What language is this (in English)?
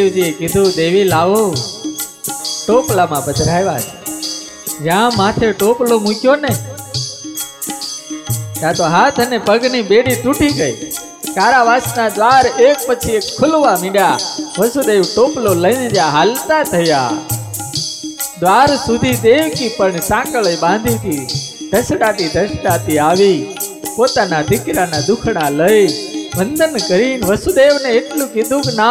Gujarati